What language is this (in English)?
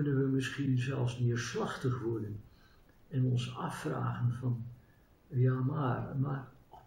Dutch